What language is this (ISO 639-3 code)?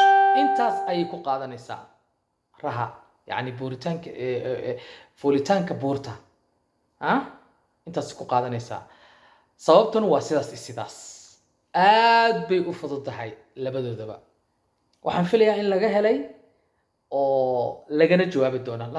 som